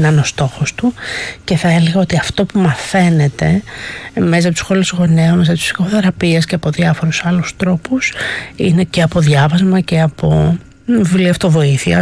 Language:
Greek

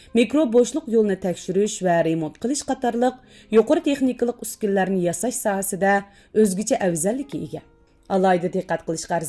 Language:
Uyghur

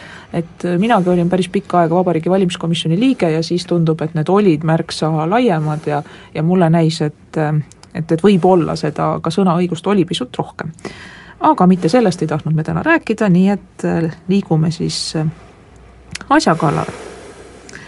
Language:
Estonian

